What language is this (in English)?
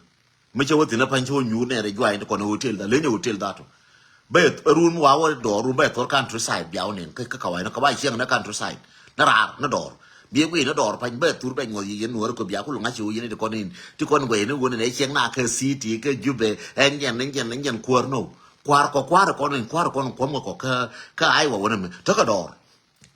Nuer